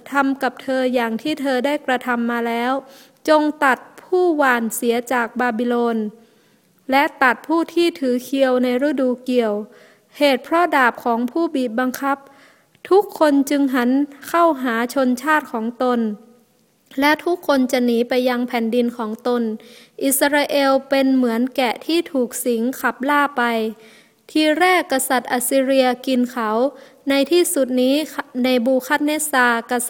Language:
Thai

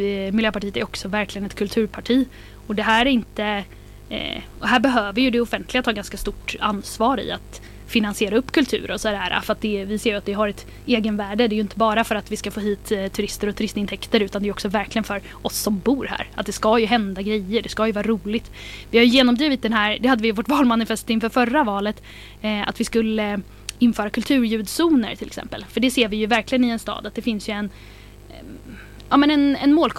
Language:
Swedish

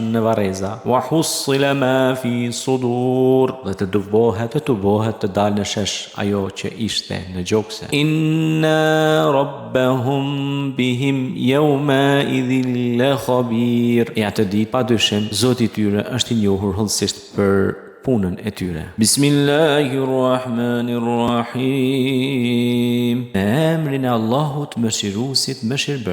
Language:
Albanian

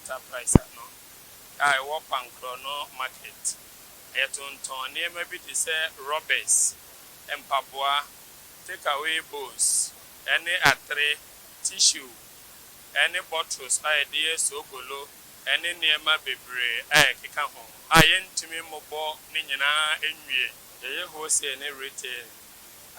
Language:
Akan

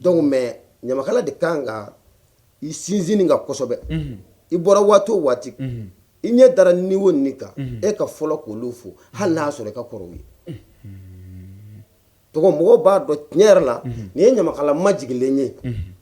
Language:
Bambara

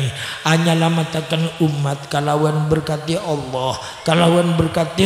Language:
Madurese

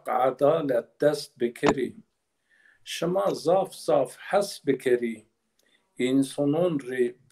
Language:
Zaza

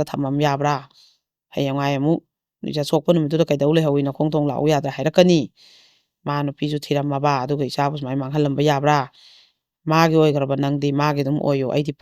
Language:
Manipuri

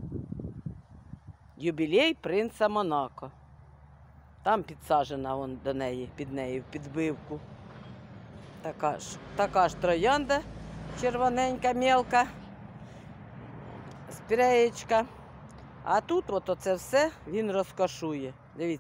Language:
Ukrainian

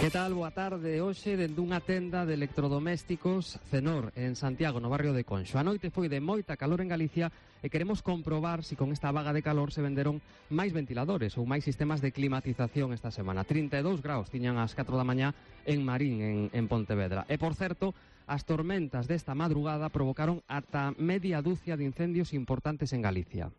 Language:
Galician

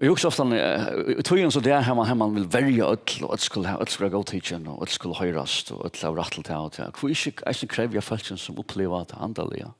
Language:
Faroese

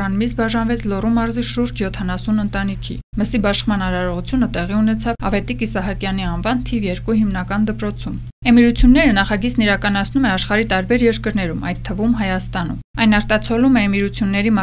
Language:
Armenian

